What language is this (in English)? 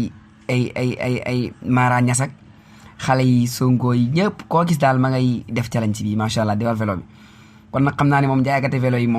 Wolof